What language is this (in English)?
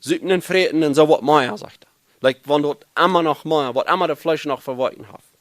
Plautdietsch